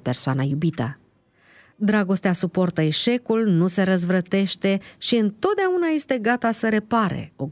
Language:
Romanian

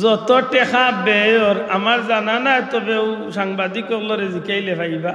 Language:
Sylheti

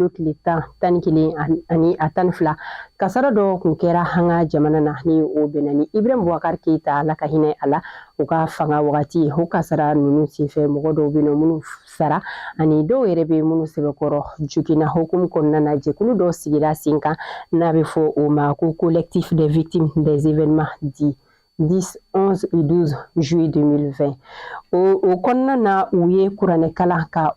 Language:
Bambara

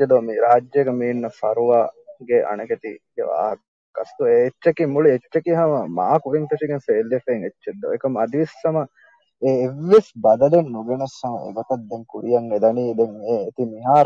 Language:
Divehi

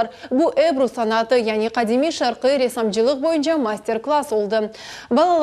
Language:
Crimean Tatar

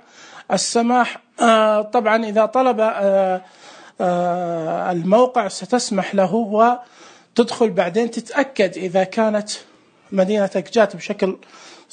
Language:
Najdi Arabic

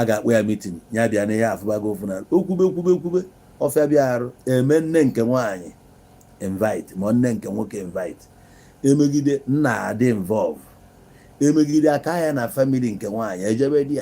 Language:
Igbo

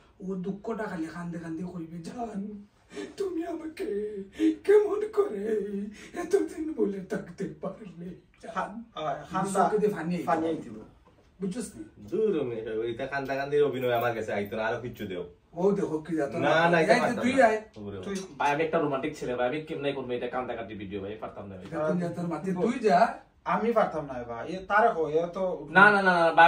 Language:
Sylheti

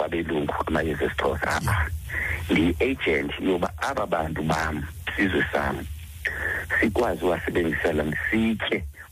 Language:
Xhosa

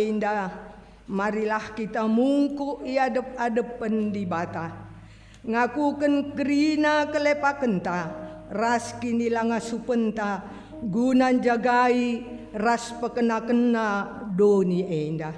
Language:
Batak Karo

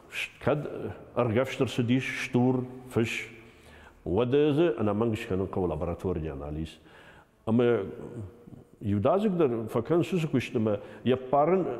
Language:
Ossetic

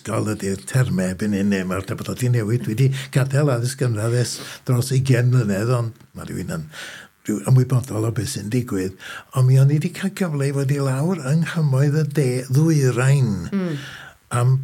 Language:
Welsh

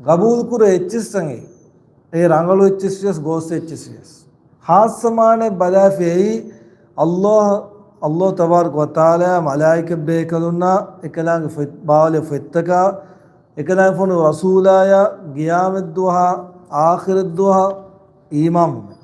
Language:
Divehi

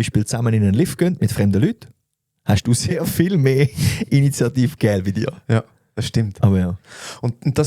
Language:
Swiss German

